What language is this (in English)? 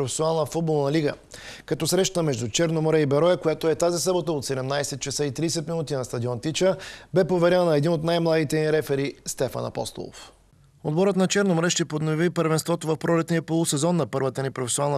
Bulgarian